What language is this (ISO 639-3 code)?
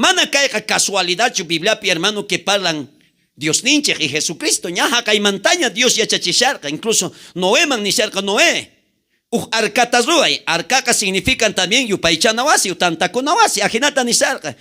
quh